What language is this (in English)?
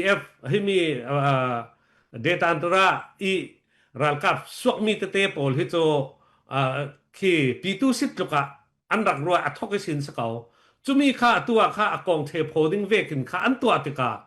Falam Chin